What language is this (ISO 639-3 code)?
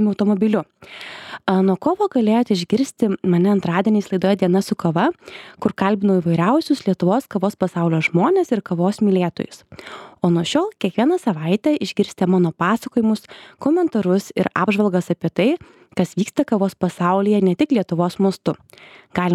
lit